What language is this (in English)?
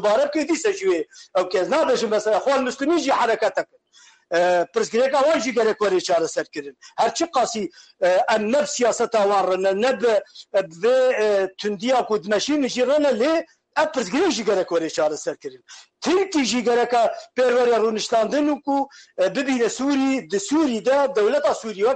Kurdish